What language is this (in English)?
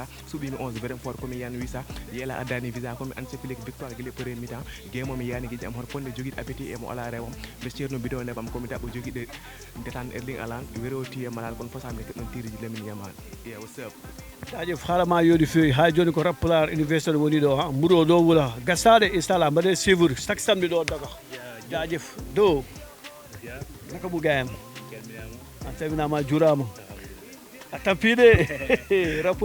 Fula